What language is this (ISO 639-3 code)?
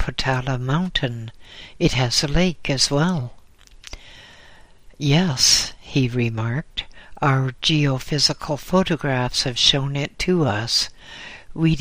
eng